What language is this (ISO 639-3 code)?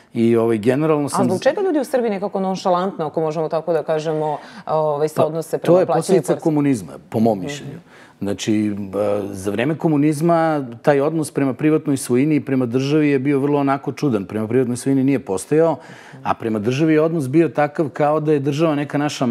hrv